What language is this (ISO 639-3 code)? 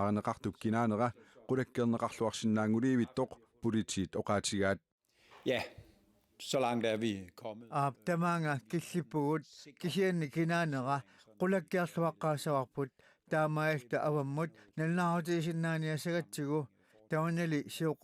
kal